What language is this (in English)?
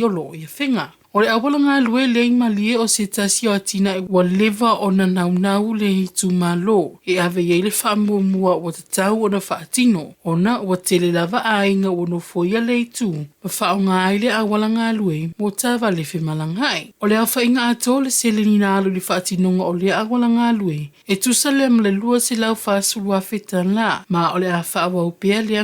Samoan